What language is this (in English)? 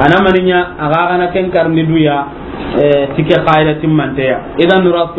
Soninke